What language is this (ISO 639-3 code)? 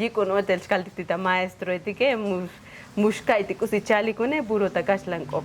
tzo